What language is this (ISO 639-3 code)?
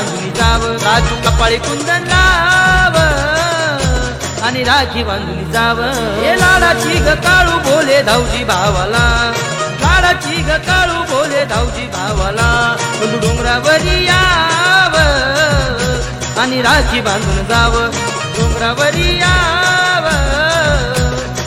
mar